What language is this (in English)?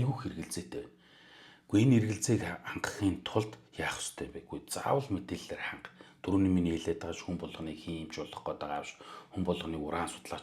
Mongolian